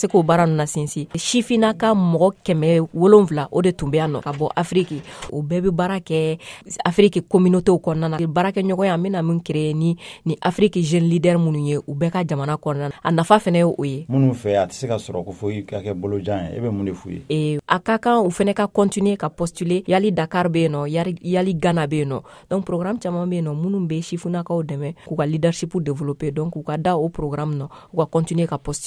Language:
Bambara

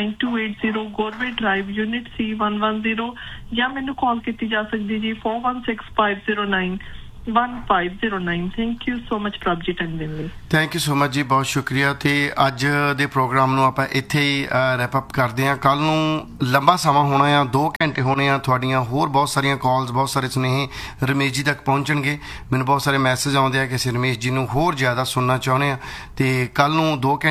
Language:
Punjabi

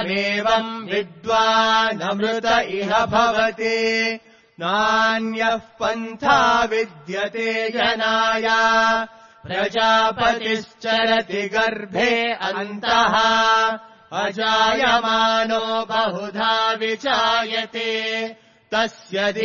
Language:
Sanskrit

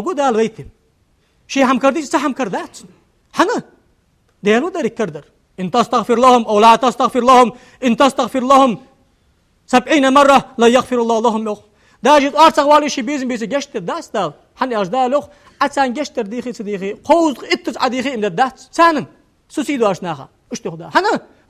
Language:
Ingush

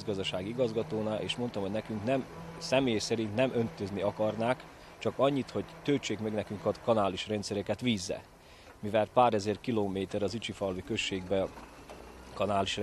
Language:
Hungarian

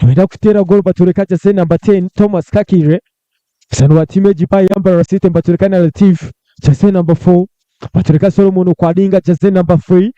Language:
Nyankole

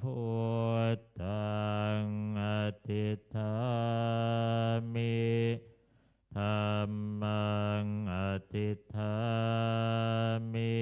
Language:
Pali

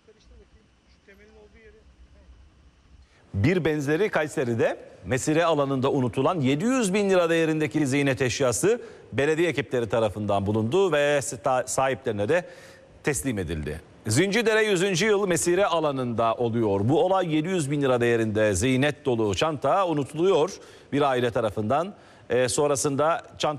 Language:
Turkish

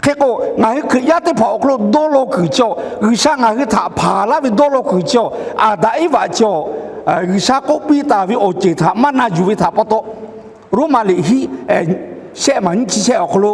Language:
Lahu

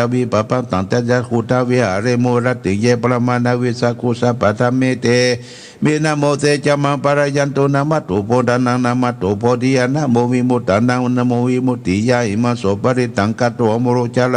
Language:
Pali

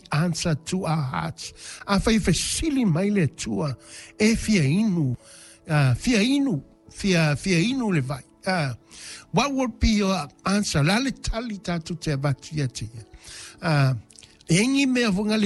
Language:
Samoan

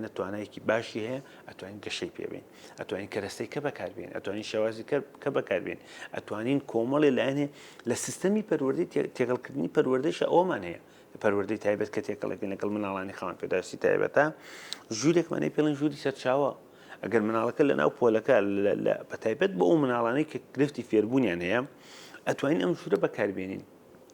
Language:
Central Kurdish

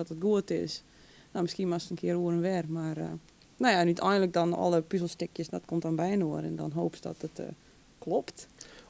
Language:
Western Frisian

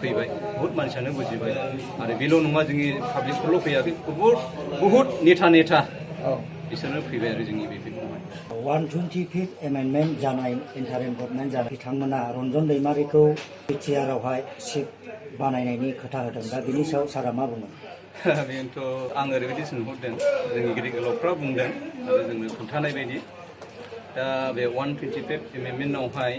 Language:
Bodo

